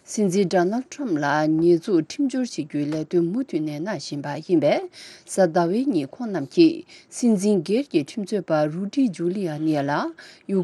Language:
Tibetan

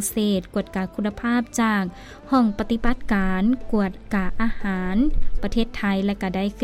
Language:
Lao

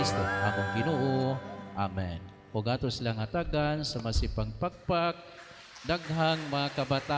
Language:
Cebuano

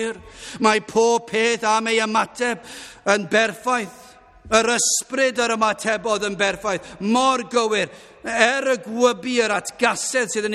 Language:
Welsh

